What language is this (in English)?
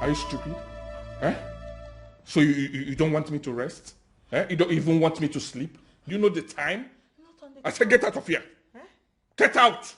Nigerian Pidgin